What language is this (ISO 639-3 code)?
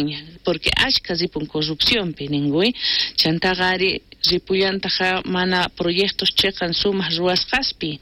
quh